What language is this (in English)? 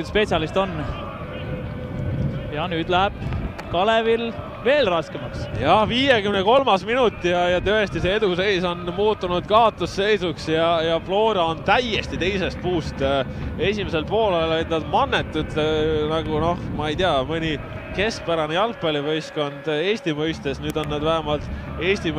Estonian